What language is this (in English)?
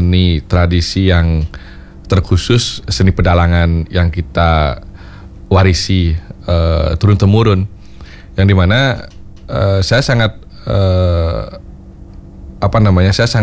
Indonesian